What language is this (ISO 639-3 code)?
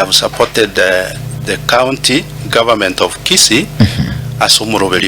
guz